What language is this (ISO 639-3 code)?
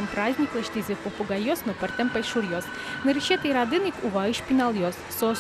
udm